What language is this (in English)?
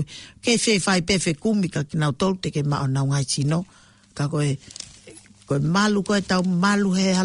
Tongan